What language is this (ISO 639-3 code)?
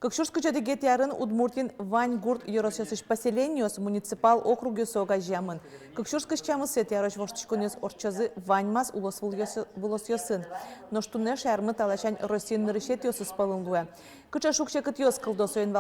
udm